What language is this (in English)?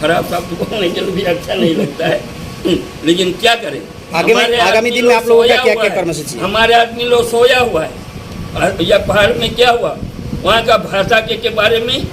Sadri